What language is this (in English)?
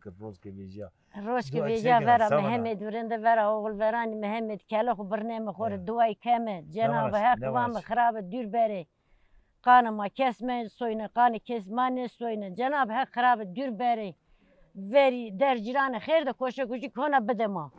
Zaza